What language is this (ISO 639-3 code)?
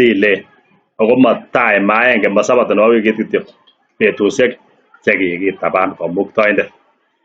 kln